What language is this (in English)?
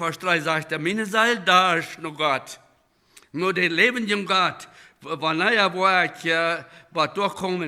Plautdietsch